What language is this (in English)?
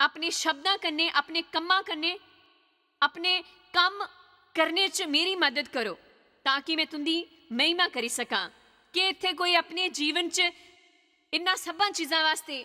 Dogri